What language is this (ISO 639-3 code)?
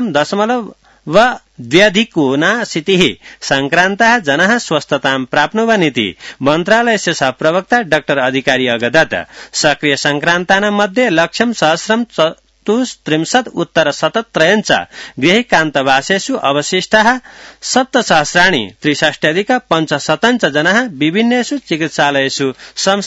san